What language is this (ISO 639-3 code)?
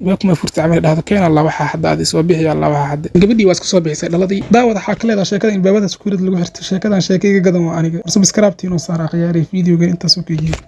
som